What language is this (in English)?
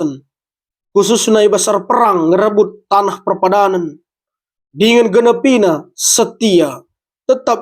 Batak Karo